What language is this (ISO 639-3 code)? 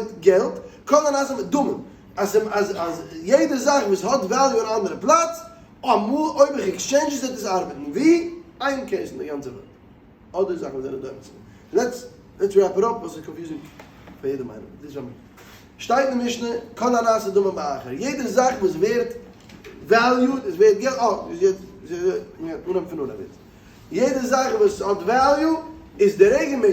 yid